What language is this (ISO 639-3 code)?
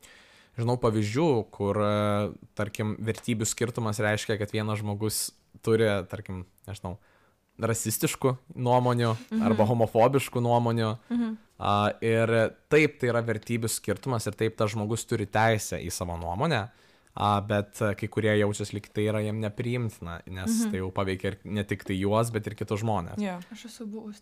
lit